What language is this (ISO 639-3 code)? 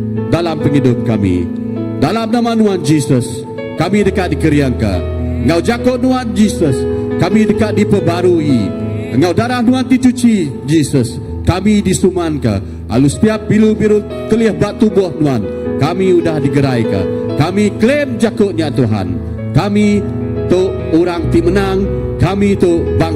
iba